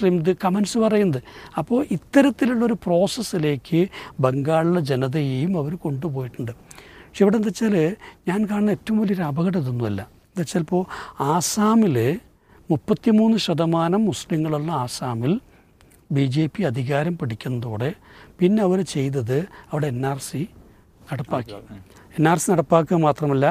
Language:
Malayalam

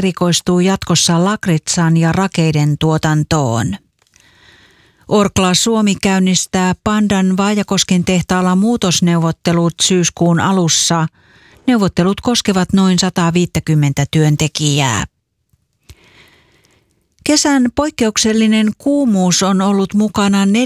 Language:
Finnish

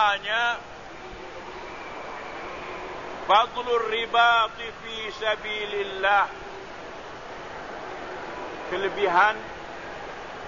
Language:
Malay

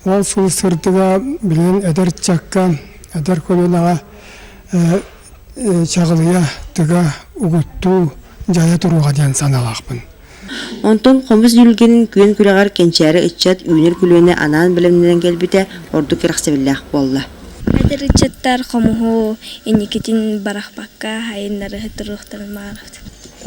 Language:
Yakut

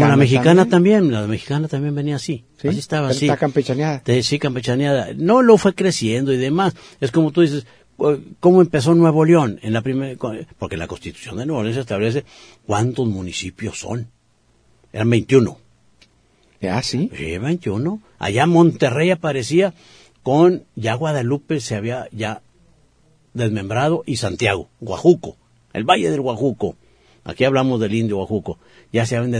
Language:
Spanish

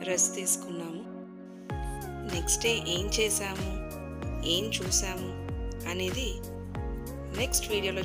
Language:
Telugu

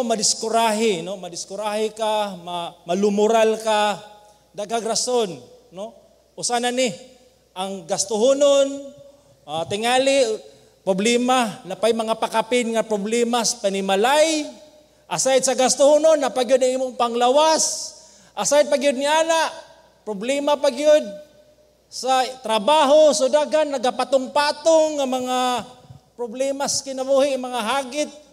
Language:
Cebuano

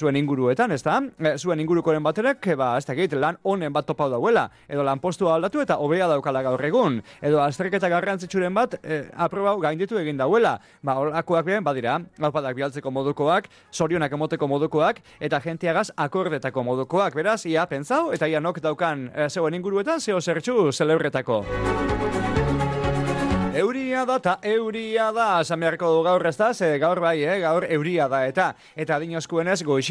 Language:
Basque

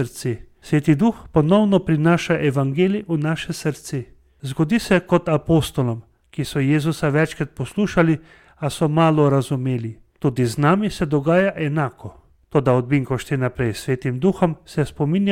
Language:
Slovenian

